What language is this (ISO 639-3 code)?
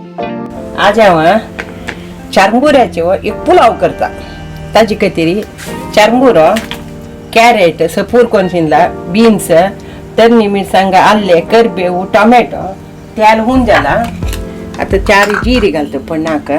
kok